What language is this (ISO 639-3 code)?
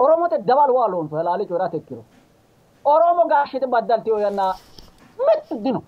sid